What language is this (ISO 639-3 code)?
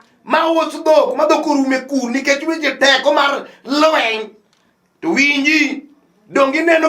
luo